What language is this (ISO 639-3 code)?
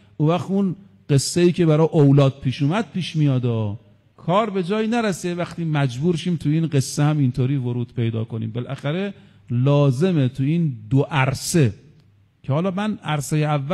fas